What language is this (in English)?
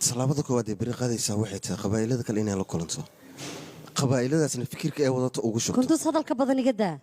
Somali